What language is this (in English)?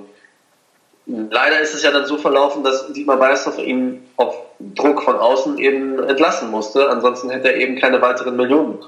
German